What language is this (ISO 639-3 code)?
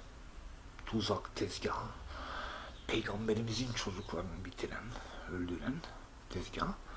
tur